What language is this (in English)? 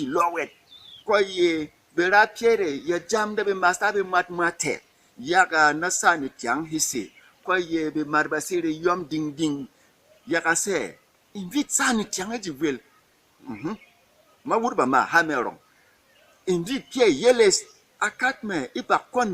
Berom